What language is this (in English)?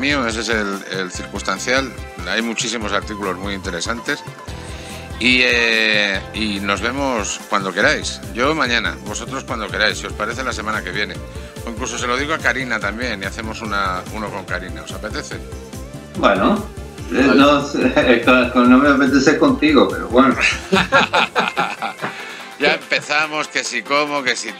Spanish